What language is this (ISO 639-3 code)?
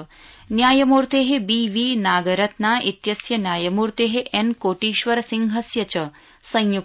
san